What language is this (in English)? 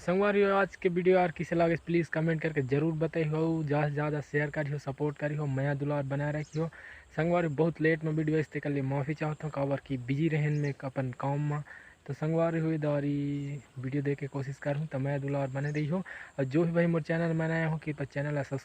Chhattisgarhi